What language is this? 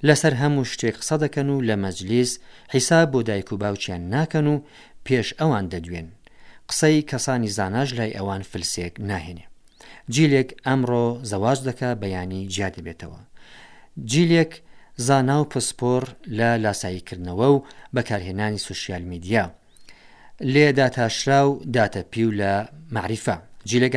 Central Kurdish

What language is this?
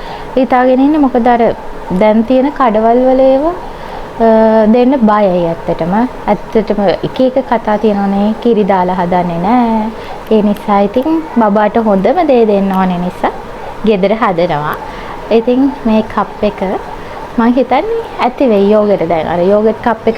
Sinhala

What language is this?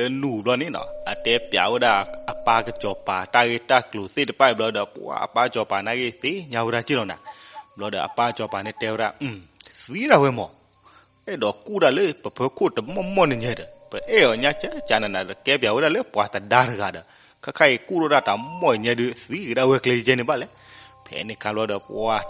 S'gaw Karen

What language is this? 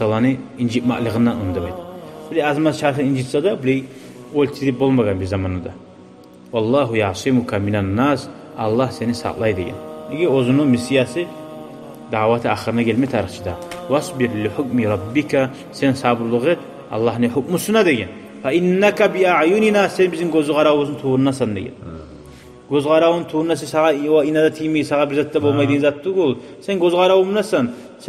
Kumyk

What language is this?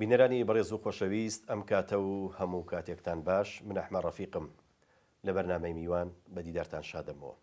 Central Kurdish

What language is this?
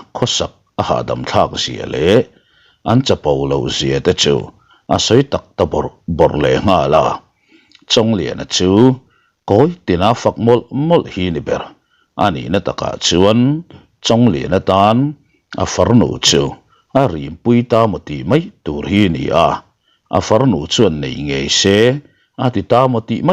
Mizo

